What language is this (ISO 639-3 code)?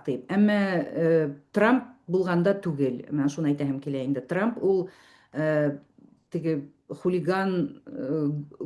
bak